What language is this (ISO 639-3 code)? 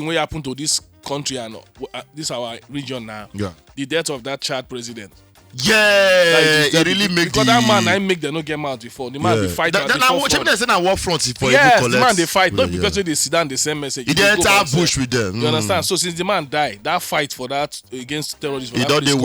pcm